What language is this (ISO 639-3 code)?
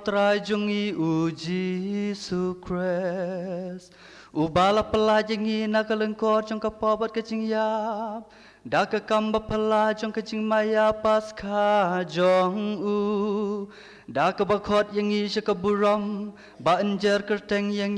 kha